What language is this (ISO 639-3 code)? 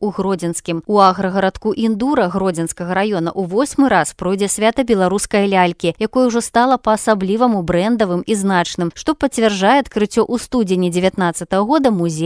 bel